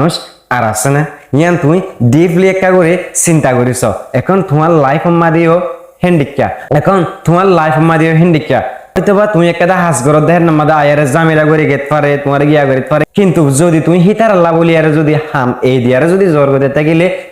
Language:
Rohingya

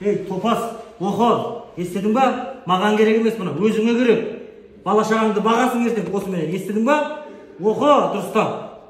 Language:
Kazakh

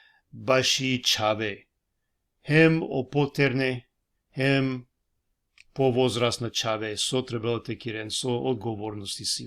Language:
Balkan Romani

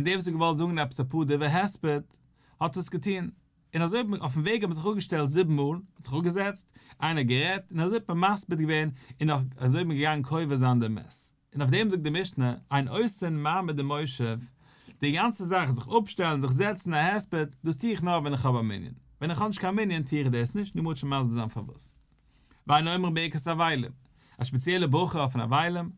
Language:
Yiddish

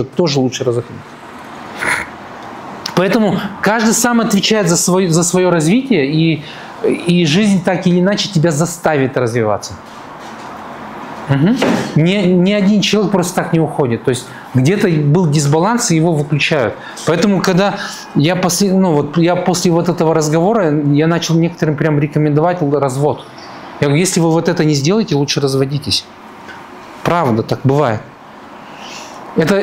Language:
Russian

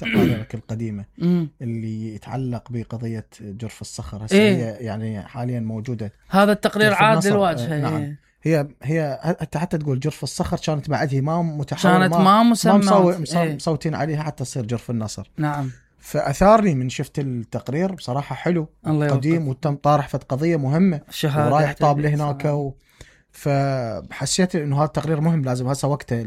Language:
Mesopotamian Arabic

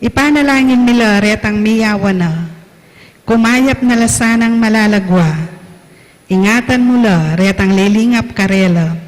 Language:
Pampanga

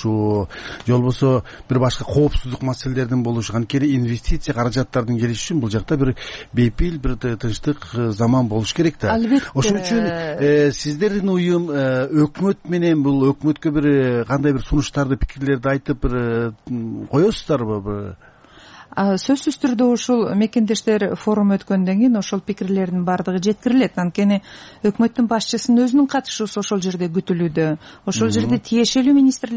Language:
Kyrgyz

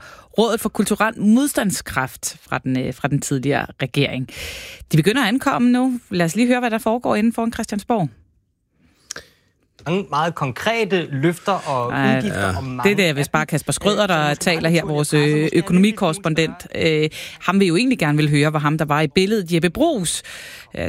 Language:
Danish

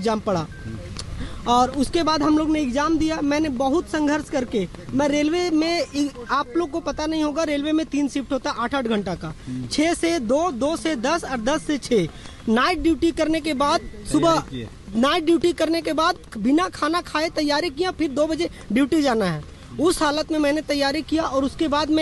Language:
Hindi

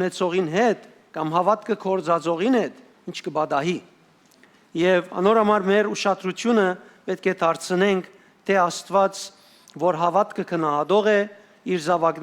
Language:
Western Armenian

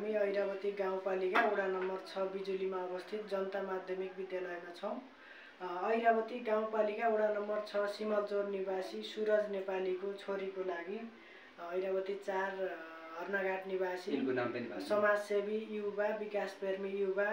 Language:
Nepali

